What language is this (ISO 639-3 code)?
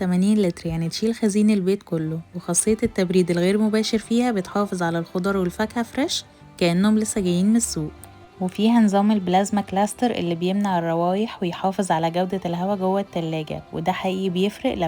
arz